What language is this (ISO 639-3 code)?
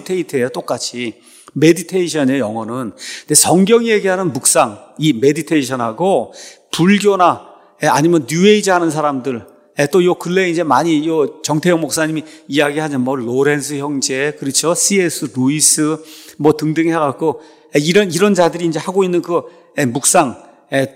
kor